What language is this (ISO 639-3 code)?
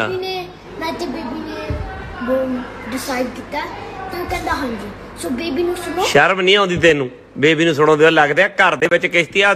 pan